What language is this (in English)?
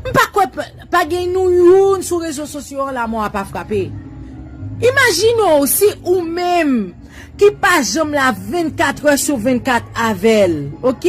Haitian Creole